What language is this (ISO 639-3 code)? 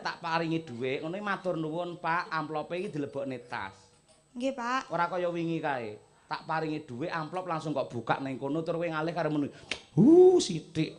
jav